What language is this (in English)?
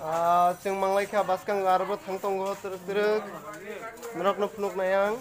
Kok Borok